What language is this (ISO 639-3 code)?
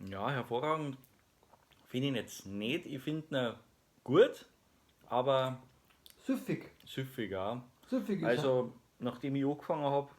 bar